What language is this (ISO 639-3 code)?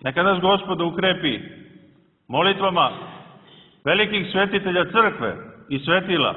srp